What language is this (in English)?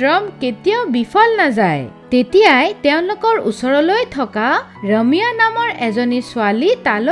Assamese